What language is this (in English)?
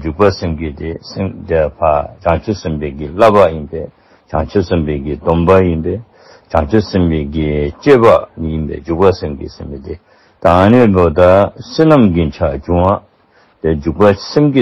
Dzongkha